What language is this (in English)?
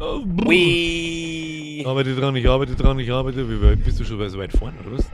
Bavarian